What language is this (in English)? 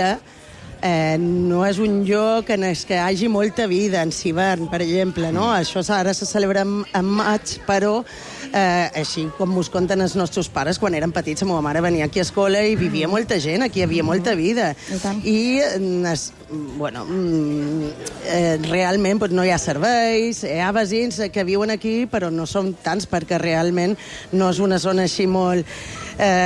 Catalan